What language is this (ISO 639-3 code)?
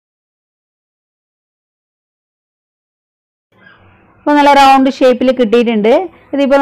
mal